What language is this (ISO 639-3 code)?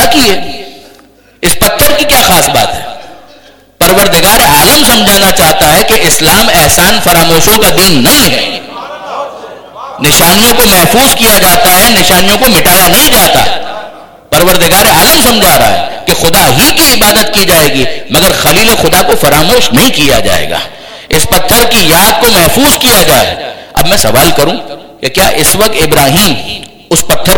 urd